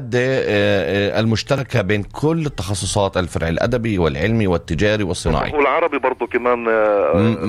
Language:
North Levantine Arabic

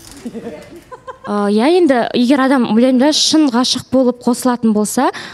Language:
Kazakh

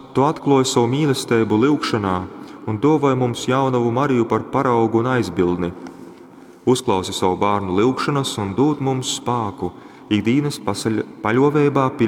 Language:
Latgalian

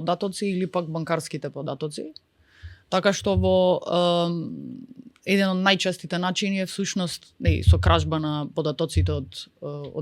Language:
Macedonian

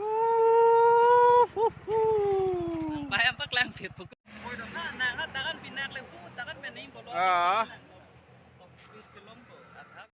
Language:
Karbi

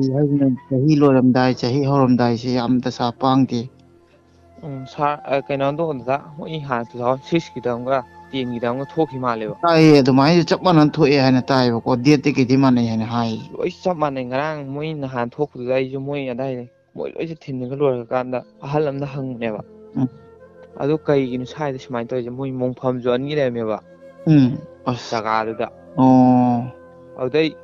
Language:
Manipuri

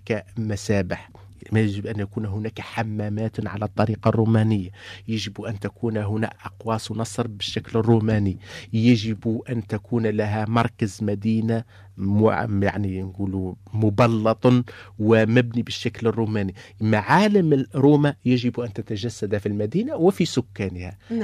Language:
Tunisian Arabic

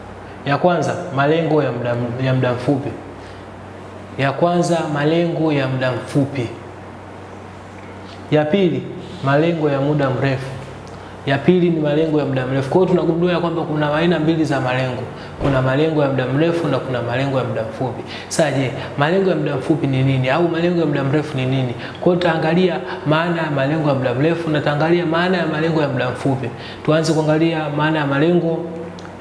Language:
Swahili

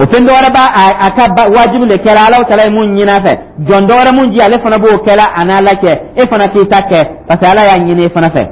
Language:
Dyula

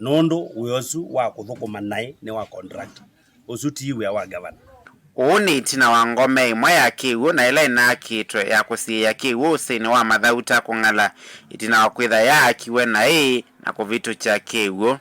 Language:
Kamba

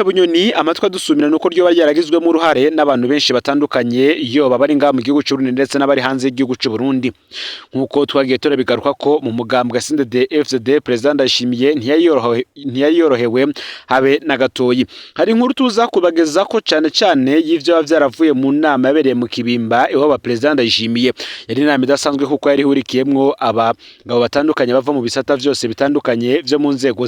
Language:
Rundi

